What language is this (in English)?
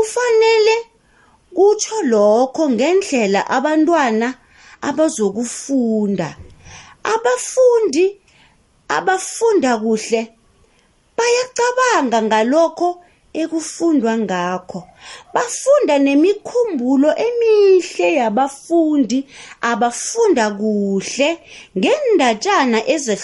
South Ndebele